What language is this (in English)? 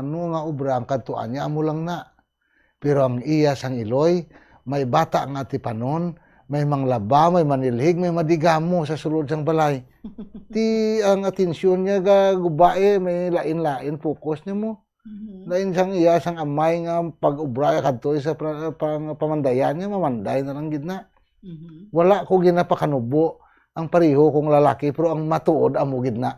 Hiligaynon